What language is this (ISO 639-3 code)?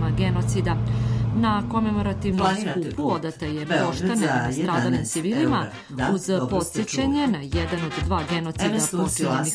bos